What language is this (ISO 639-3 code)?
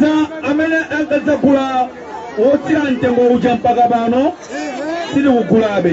nya